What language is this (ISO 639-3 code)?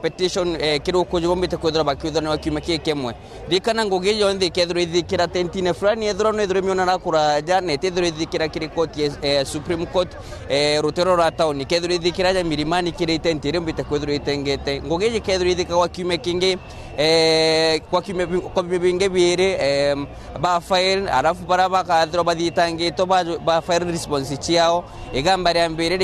mer